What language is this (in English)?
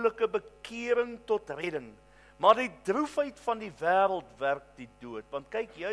Afrikaans